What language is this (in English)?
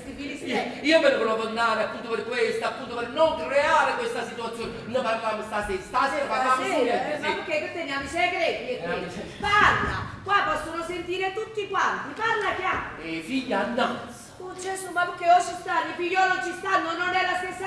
Neapolitan